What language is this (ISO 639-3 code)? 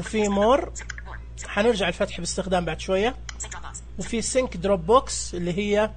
ars